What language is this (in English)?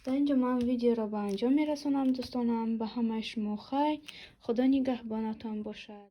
Tajik